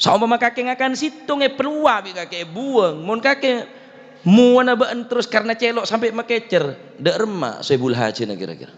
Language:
Madurese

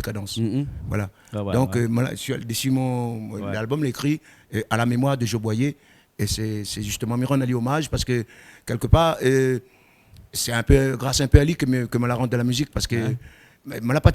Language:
Réunion Creole French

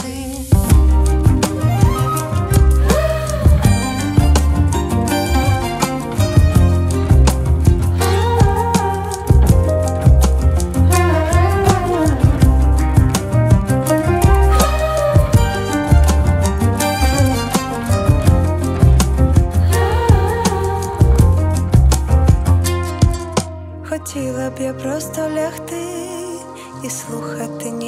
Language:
Ukrainian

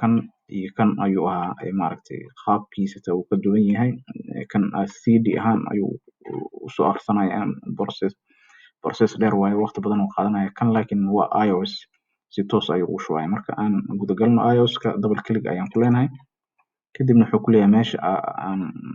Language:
Somali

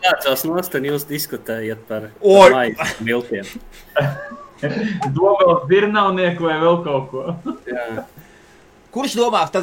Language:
Latvian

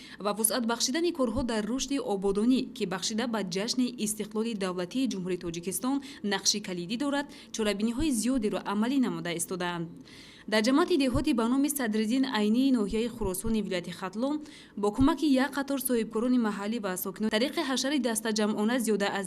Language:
Tajik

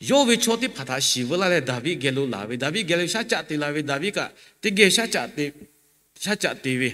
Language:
Lahu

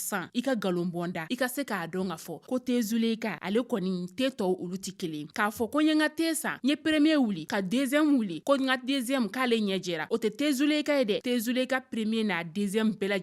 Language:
Bambara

